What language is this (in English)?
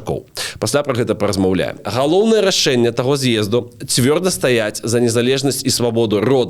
Belarusian